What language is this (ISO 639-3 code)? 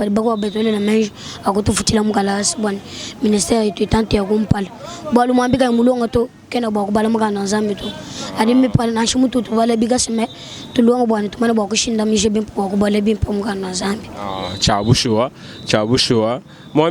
lua